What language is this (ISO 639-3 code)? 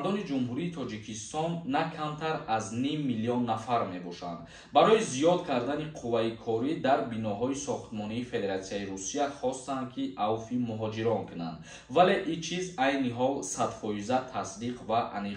tgk